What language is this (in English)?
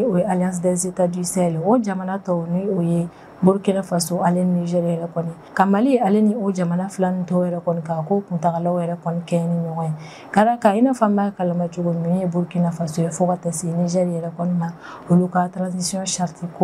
Bambara